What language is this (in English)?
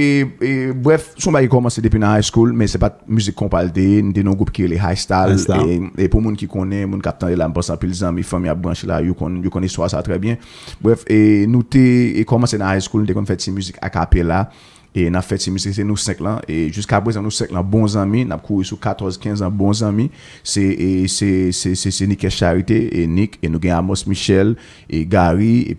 Haitian Creole